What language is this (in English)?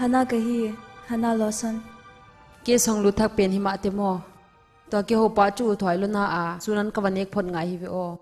Paite Chin